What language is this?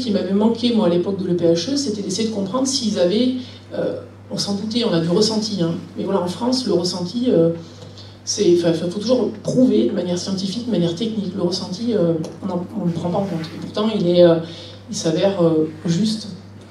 French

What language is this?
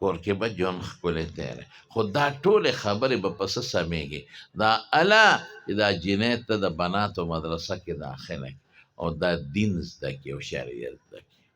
Pashto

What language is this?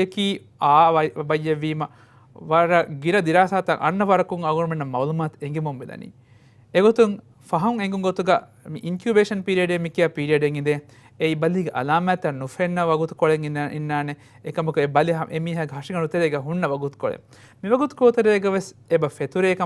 Divehi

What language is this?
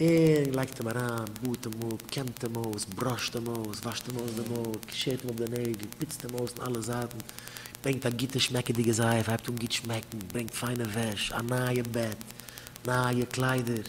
Yiddish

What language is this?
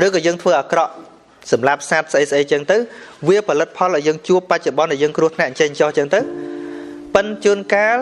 Khmer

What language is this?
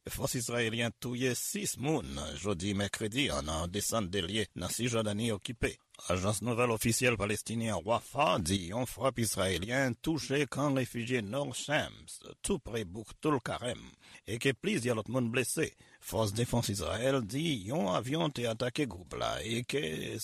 Haitian Creole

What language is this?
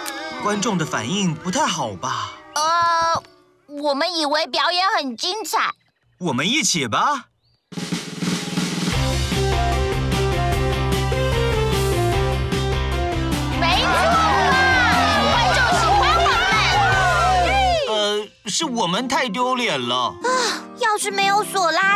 Chinese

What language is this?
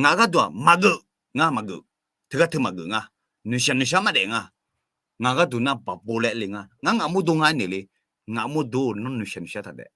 Akha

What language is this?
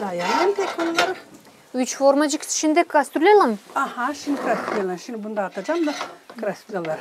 Gagauz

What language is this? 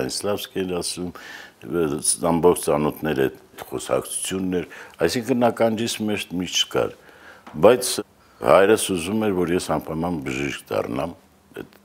Armenian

